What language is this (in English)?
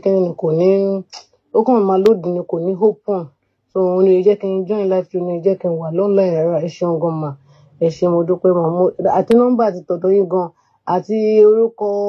Yoruba